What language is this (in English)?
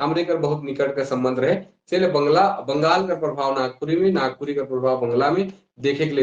Sadri